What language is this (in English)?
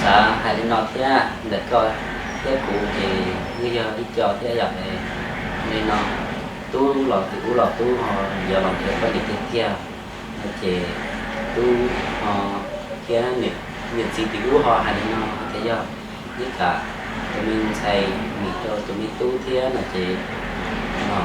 Hmong